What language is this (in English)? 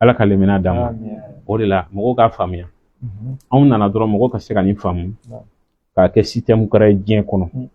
Bambara